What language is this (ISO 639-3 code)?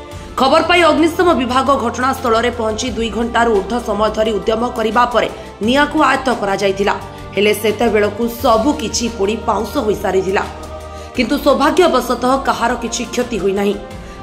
ori